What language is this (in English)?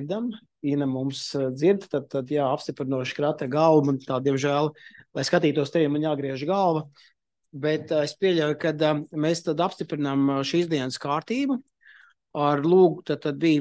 Latvian